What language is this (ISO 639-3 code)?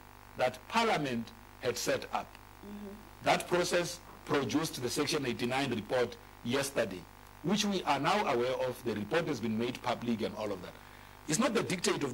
eng